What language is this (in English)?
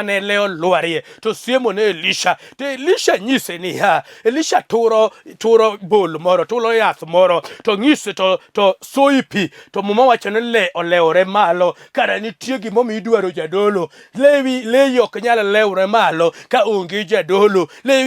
Luo (Kenya and Tanzania)